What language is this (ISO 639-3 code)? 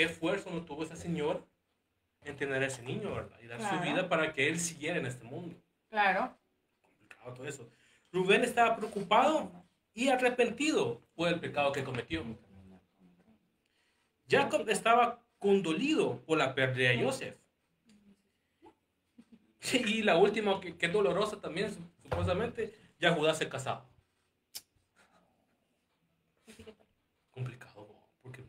spa